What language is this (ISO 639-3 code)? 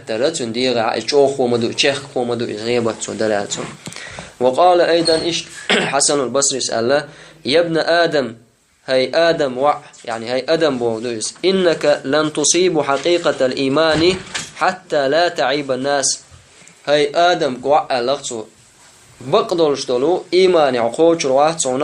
che